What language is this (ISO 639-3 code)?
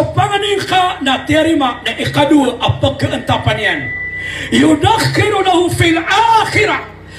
mrw